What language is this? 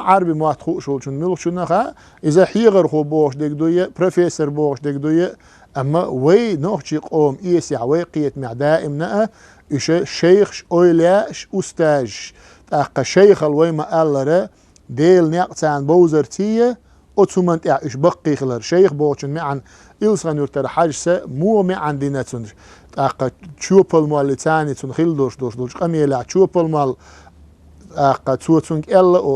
Chechen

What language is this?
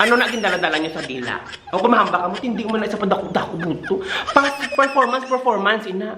Hiligaynon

